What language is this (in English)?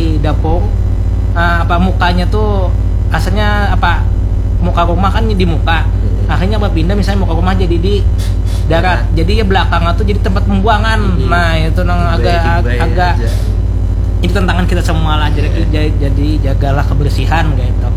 Banjar